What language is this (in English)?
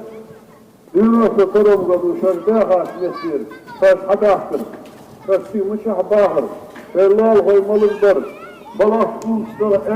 Ingush